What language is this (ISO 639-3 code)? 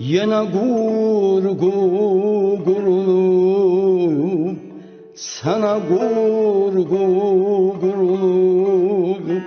azb